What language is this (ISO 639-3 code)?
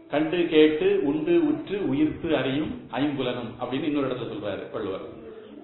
tam